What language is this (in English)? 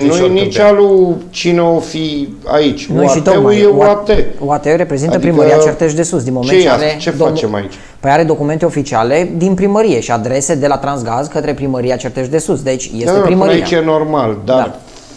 Romanian